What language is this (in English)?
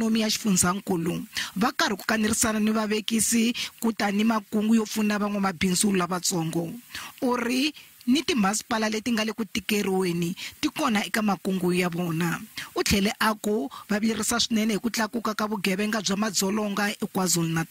Tsonga